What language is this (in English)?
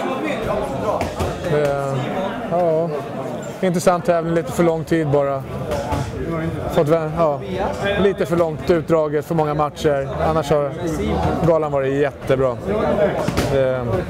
Swedish